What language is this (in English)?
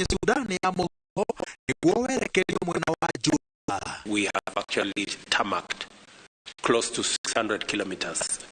Kikuyu